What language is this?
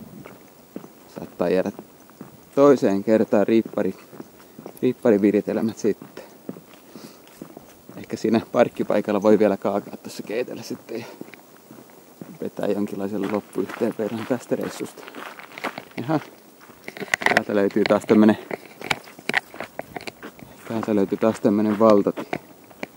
Finnish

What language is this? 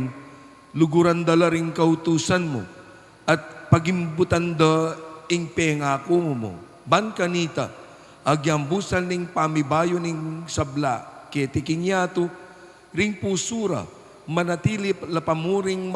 Pampanga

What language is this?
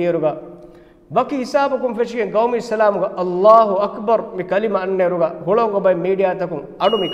Divehi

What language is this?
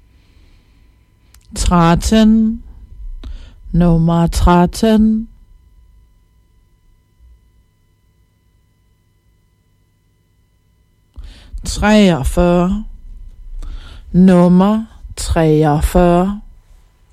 Danish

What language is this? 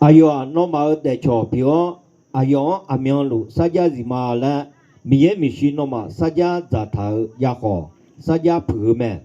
Akha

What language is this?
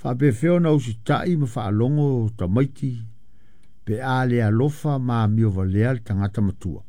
Samoan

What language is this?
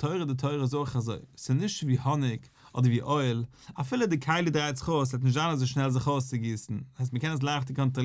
Yiddish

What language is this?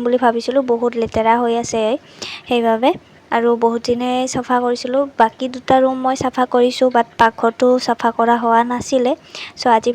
Assamese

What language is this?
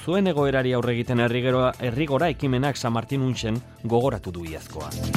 Basque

